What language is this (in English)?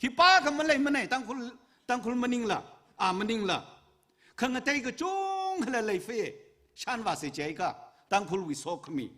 Tangkhul Naga (India)